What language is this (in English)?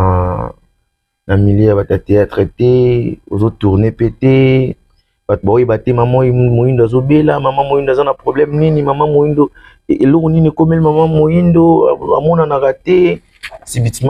Lingala